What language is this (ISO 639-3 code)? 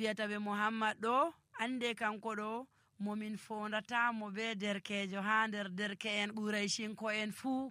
fuv